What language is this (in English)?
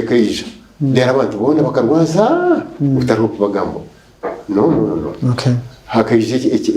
Nyankole